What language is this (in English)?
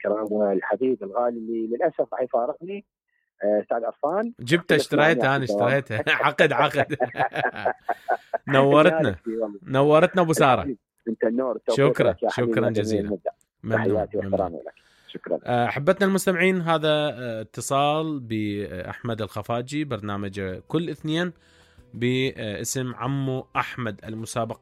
Mesopotamian Arabic